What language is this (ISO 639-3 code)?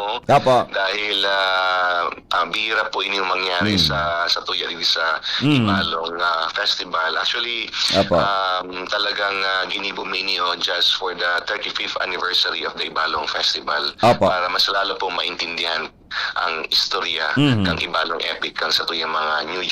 bik